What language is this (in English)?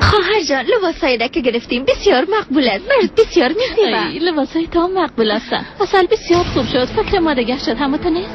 Persian